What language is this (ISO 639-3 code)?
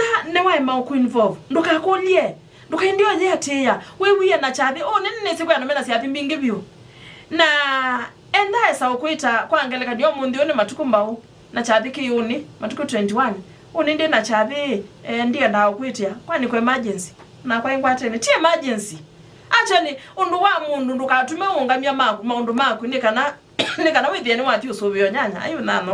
kam